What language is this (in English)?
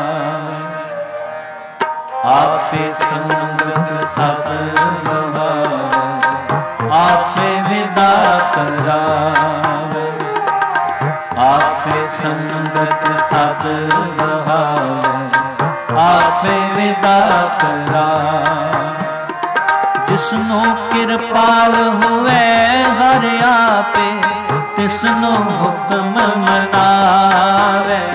Punjabi